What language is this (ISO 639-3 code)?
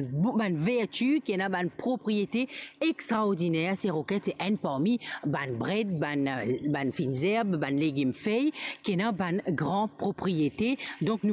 mfe